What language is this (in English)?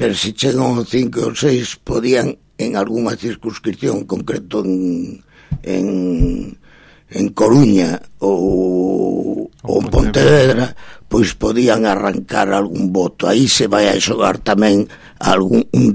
Galician